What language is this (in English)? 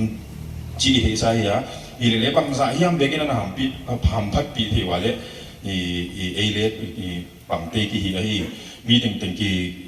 Paite Chin